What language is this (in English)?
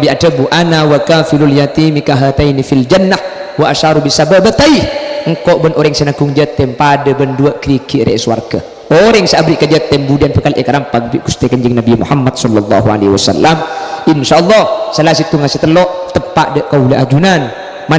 Madurese